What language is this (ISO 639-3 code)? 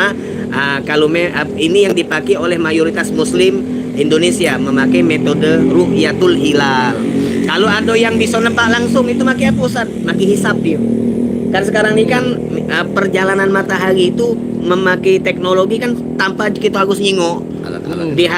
mui